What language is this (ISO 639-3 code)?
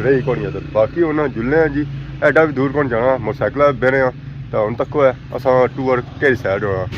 phr